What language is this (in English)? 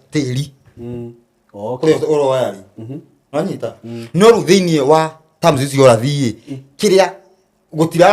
Kikuyu